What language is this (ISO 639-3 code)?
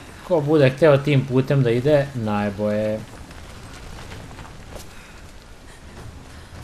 srp